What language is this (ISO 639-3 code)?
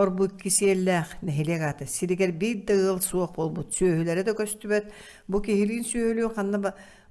sah